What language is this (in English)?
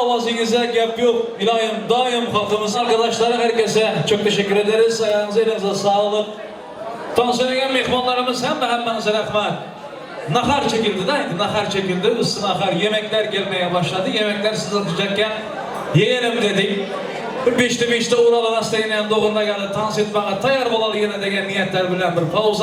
Turkmen